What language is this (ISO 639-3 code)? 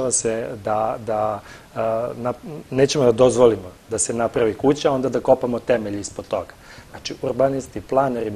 srp